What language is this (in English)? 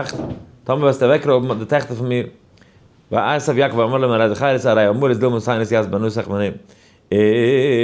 Yiddish